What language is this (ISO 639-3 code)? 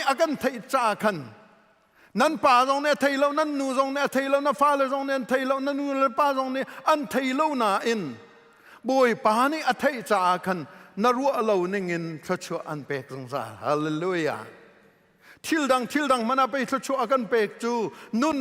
cnh